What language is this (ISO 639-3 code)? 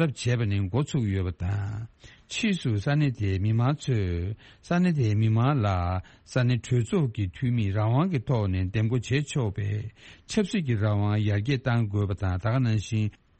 bod